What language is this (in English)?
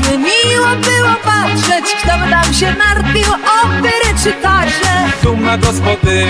Polish